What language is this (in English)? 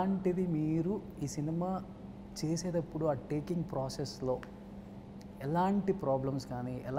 Telugu